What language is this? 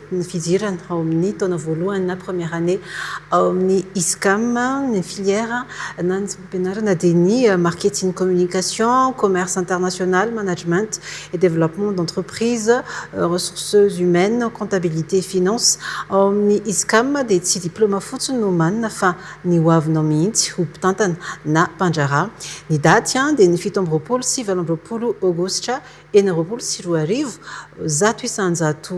Malagasy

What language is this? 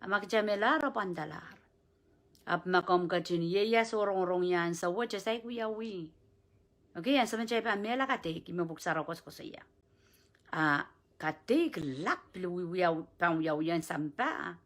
Pohnpeian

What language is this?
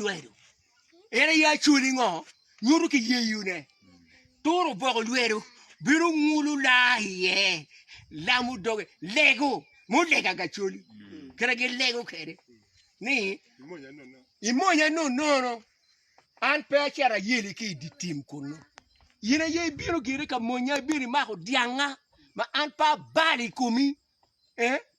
Acoli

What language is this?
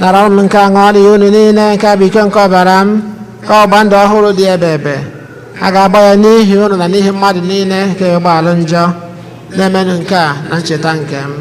Igbo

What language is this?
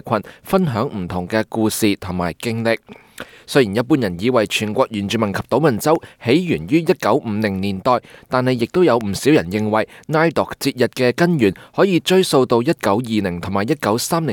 Cantonese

